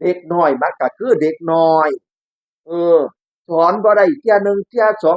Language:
Northeastern Thai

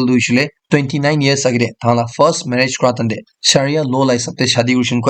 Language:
Naga Pidgin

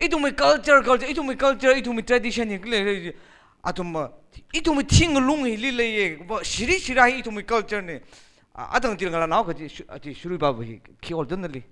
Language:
Tangkhul Naga (India)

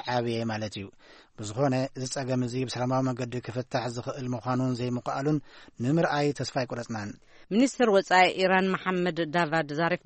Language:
Tigrinya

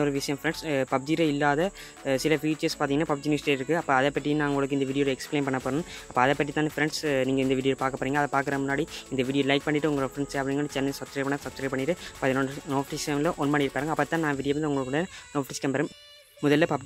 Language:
Tamil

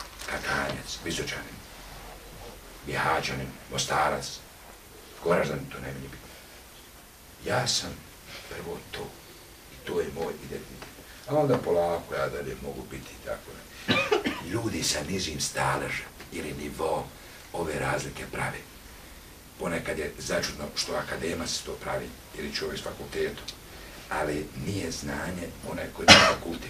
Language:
Bosnian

